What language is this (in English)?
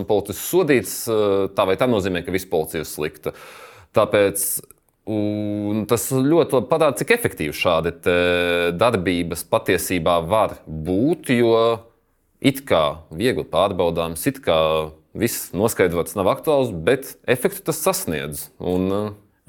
Latvian